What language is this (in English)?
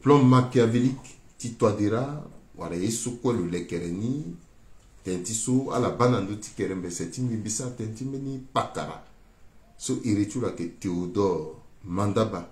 Sango